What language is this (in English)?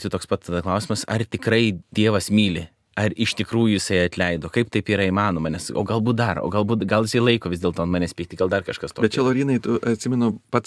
Lithuanian